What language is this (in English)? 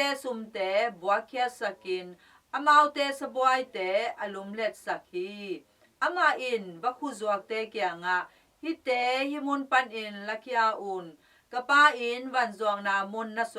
Tedim Chin